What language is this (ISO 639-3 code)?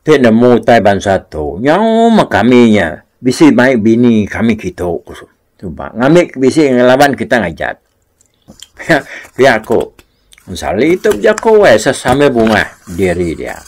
iba